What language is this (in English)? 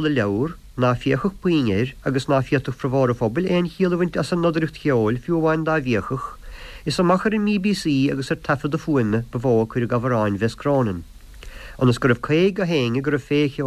Irish